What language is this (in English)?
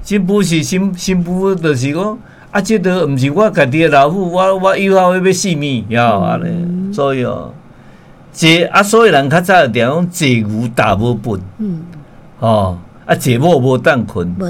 Min Nan Chinese